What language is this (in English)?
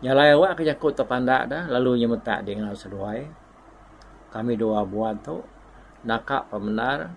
Iban